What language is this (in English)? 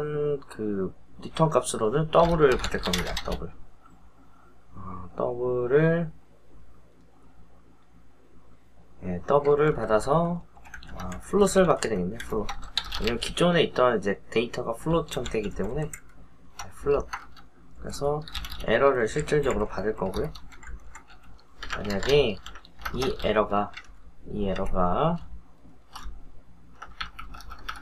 Korean